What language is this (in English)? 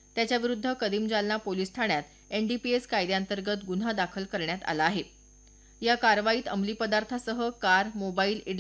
Marathi